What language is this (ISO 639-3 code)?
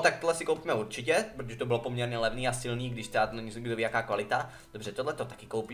ces